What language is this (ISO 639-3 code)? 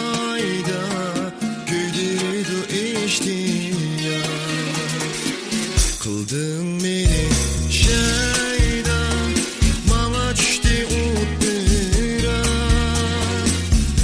uig